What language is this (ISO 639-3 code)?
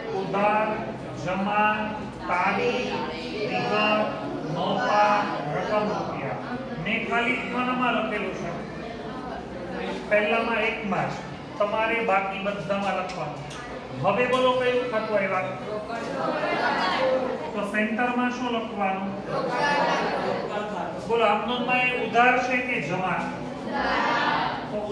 guj